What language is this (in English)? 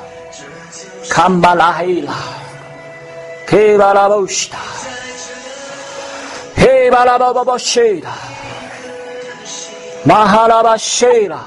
Chinese